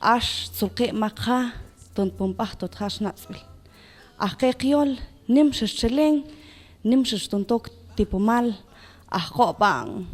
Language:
Mam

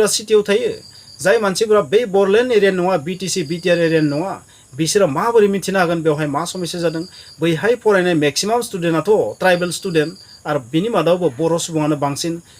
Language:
Bodo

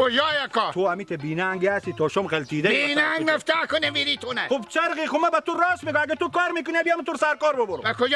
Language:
Hazaragi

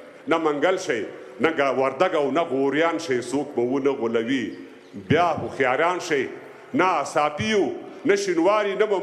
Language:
Pashto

